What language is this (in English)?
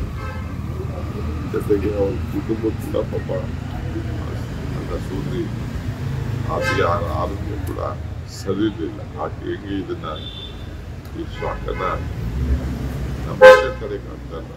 Kannada